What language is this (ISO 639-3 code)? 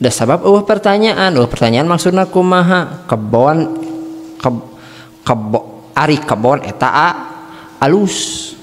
sun